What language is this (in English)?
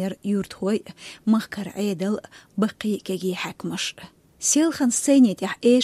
Chechen